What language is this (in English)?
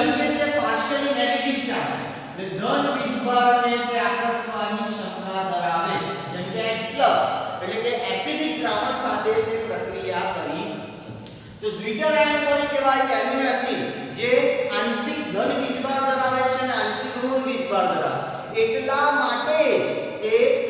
Gujarati